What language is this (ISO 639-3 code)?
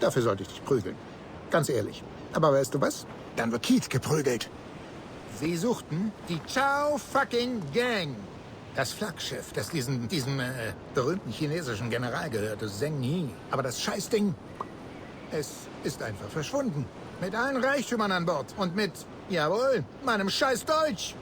bar